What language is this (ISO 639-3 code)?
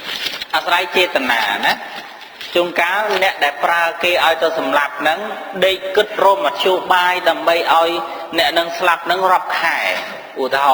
khm